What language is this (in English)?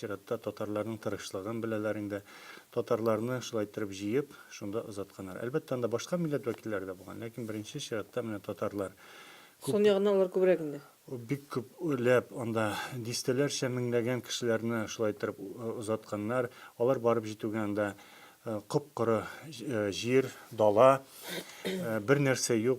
Tatar